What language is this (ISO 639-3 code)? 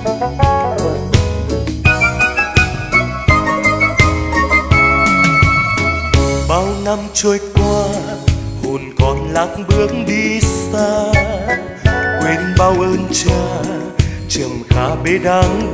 vie